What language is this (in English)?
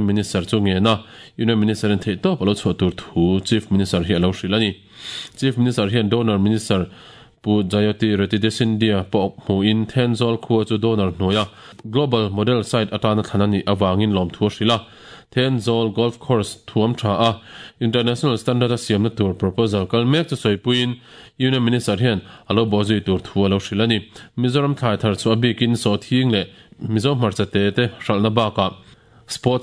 Mizo